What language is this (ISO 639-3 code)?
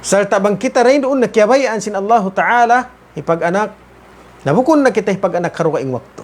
tsg